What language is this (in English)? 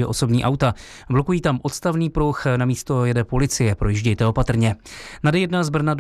Czech